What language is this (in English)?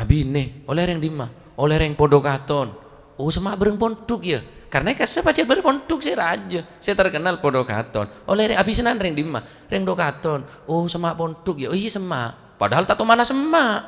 Madurese